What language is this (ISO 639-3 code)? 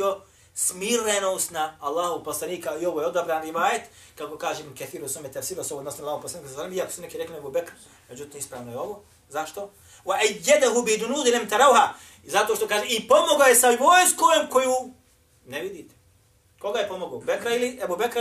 bos